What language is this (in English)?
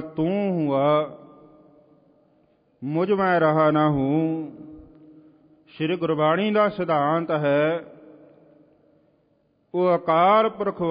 Punjabi